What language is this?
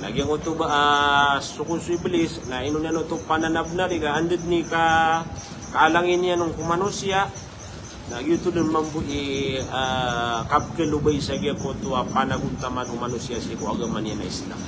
Maranao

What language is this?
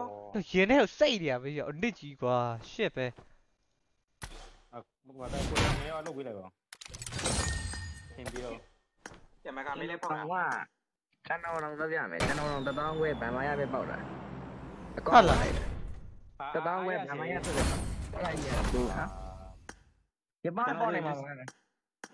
Burmese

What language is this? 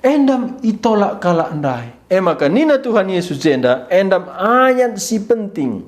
Batak Karo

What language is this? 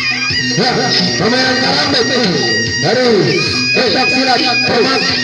Betawi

